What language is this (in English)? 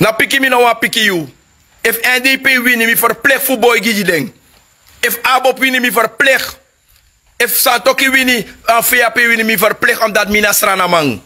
Sranan Tongo